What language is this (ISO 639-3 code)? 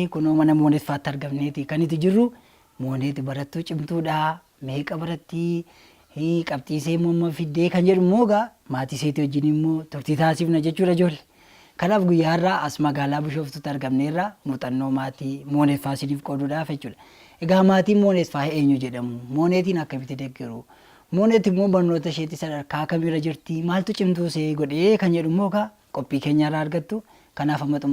orm